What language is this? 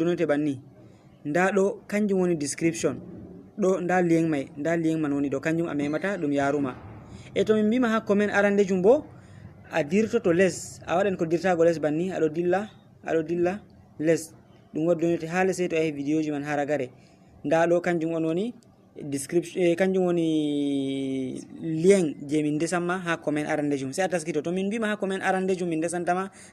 Fula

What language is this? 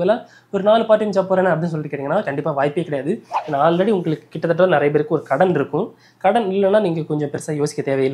Tamil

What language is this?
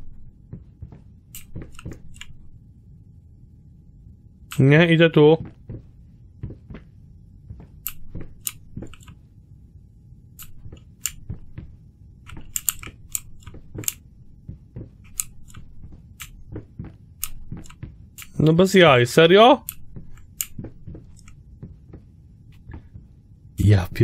Polish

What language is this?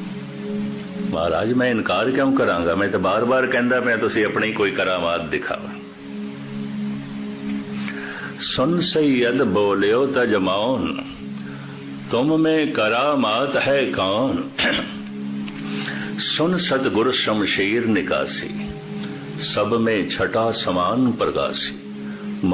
Punjabi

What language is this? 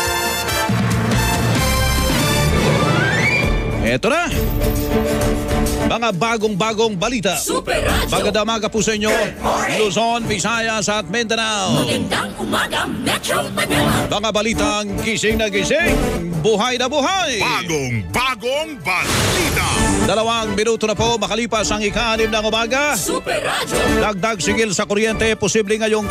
Filipino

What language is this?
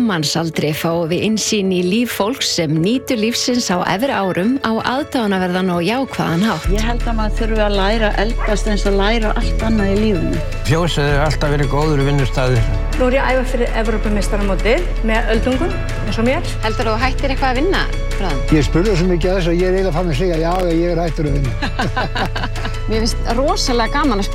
Icelandic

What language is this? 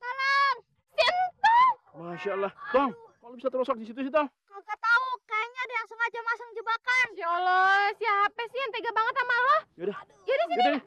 Betawi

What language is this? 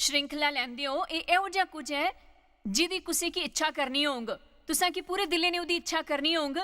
Dogri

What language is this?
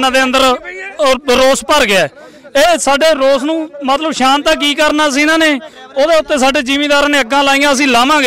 Punjabi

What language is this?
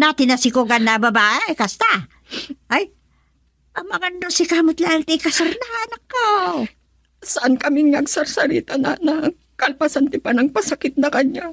Iloko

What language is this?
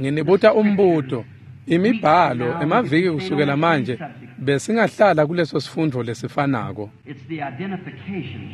Swati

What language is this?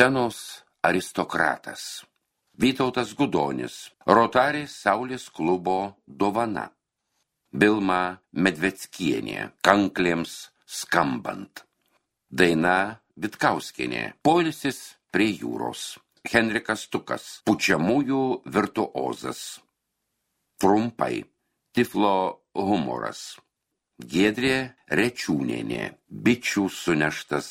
Lithuanian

